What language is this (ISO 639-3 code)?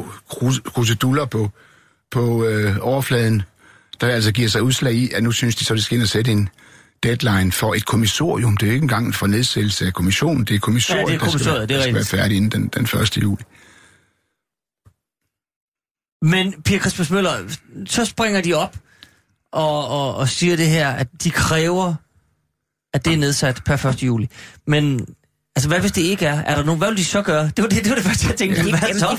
dan